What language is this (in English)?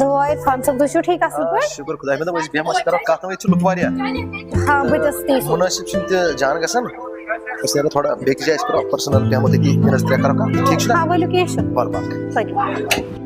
Kashmiri